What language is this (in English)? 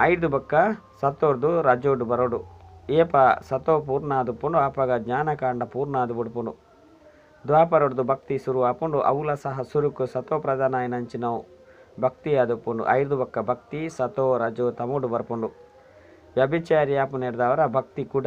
Tulu